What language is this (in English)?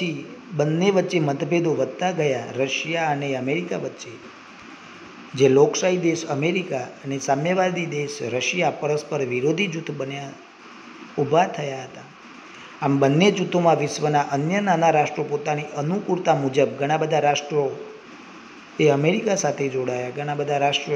Gujarati